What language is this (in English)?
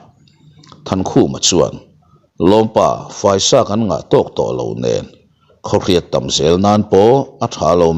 Mizo